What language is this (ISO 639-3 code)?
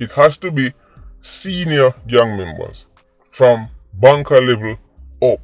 jam